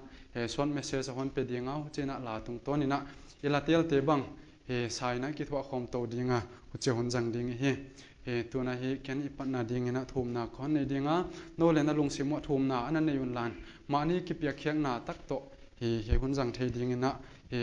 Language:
Paite Chin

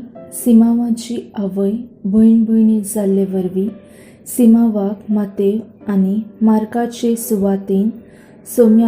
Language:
Konkani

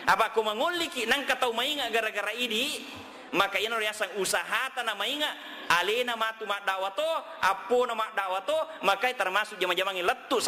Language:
Buginese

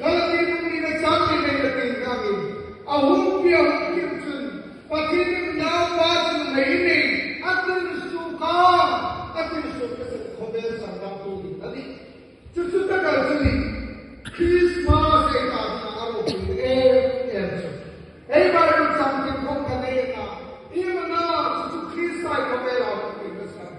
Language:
Hmar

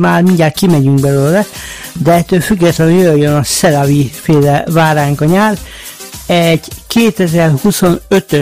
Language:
Hungarian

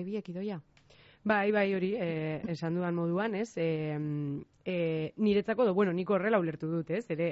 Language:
Basque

